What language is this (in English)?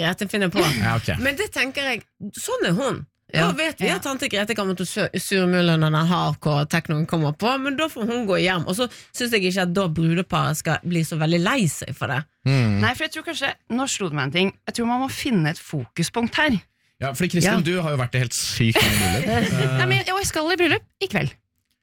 Norwegian